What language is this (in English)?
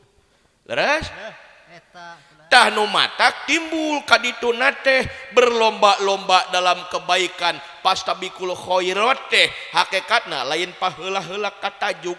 Sundanese